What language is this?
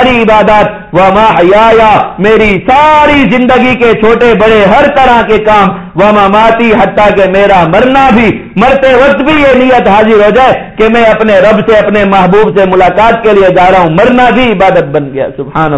Urdu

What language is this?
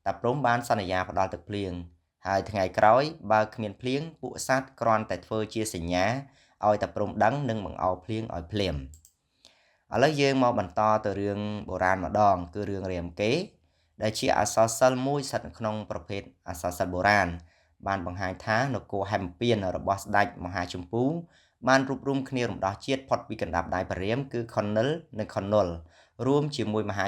Khmer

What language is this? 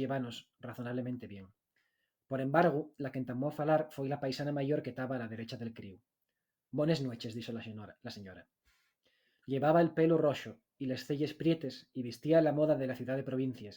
Asturian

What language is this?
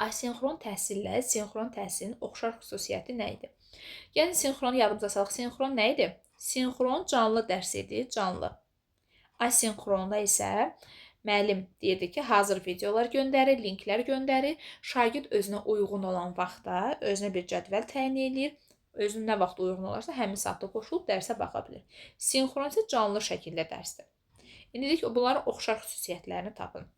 Azerbaijani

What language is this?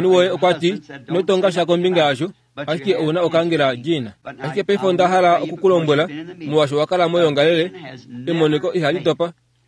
Kuanyama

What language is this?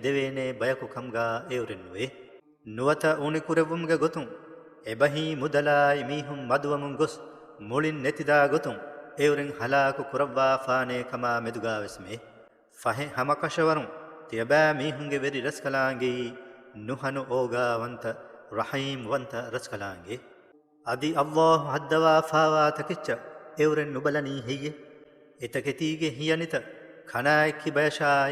Divehi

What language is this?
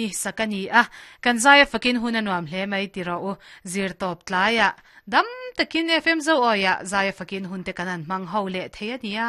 Mizo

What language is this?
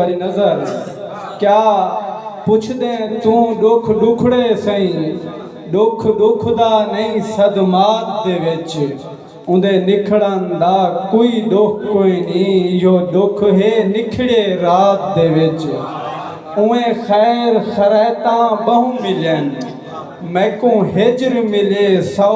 Saraiki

